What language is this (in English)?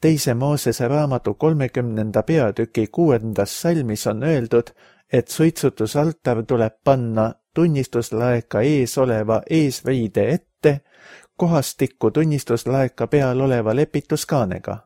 Estonian